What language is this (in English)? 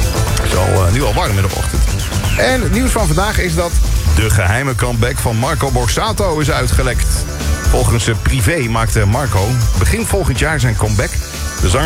Dutch